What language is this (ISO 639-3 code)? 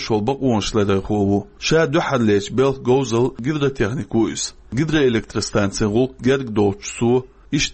che